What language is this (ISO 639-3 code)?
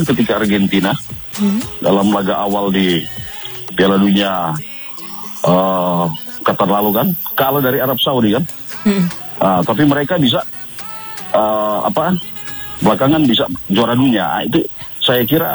ind